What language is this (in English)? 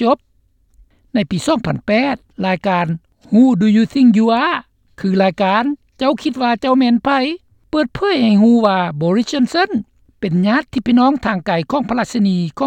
Lao